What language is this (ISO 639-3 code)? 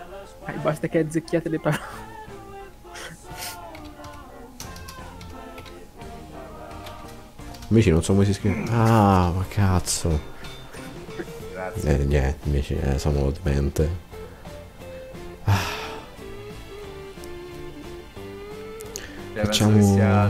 ita